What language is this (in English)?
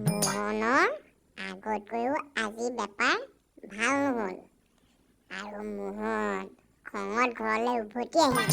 Assamese